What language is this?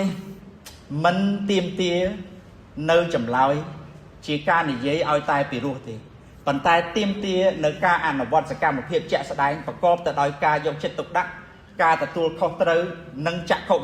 Khmer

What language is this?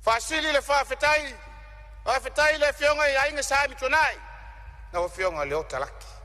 Samoan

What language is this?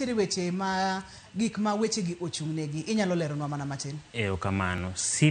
Luo (Kenya and Tanzania)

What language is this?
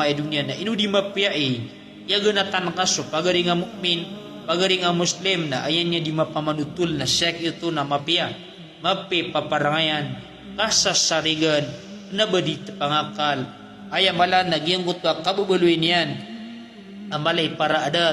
Maranao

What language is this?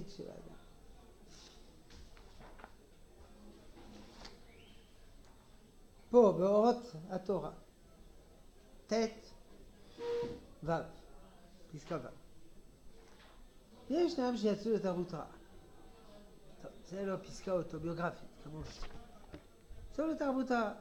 Hebrew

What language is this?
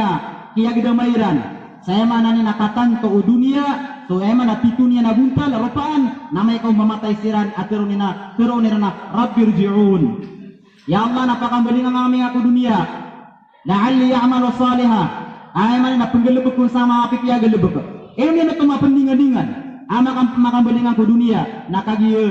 Maranao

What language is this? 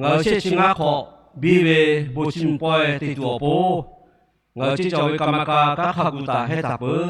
Lahu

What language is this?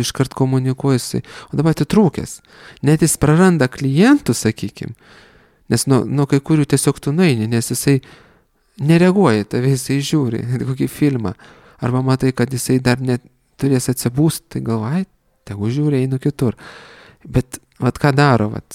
Lithuanian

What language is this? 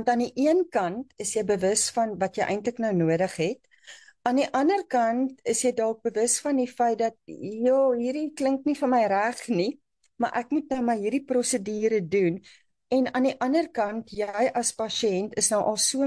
Afrikaans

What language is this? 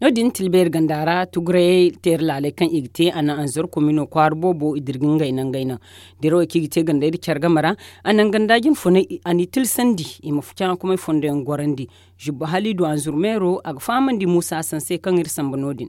Zarma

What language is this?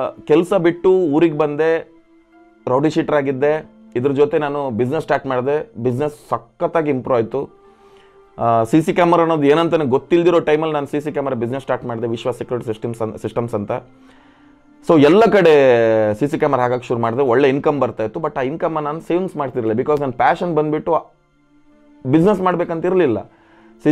Kannada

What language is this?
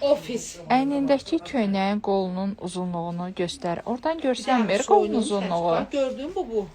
Azerbaijani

